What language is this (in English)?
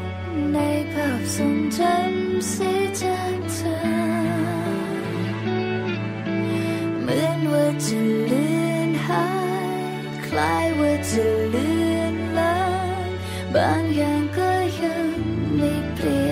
Thai